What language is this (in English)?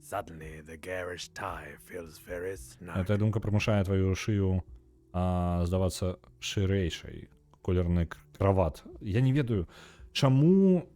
Belarusian